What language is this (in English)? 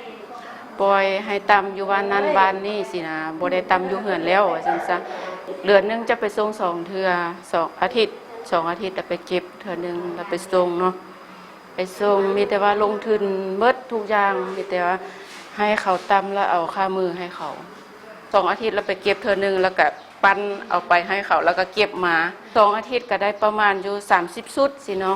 Lao